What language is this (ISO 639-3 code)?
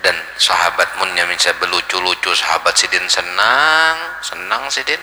bjn